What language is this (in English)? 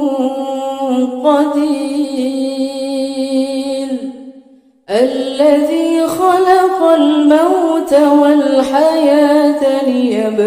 Arabic